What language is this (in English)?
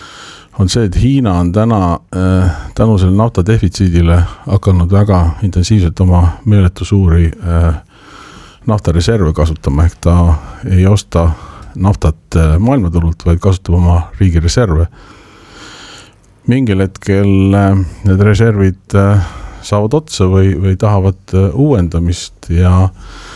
Estonian